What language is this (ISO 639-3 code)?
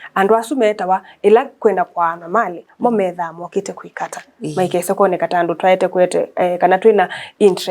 kam